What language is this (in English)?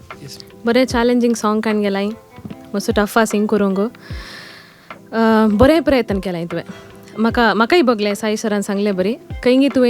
Konkani